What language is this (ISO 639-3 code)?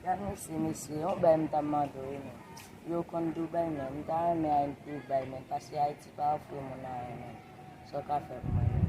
hat